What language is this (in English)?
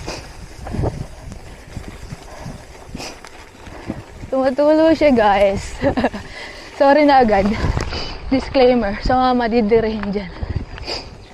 Filipino